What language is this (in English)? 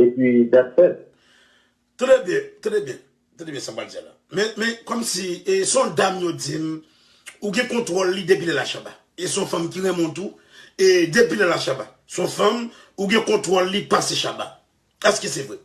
Haitian Creole